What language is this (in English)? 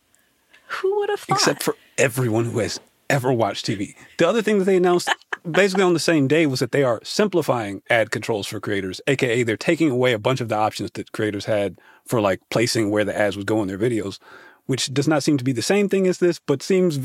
English